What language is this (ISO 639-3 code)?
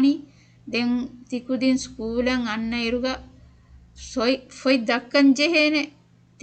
div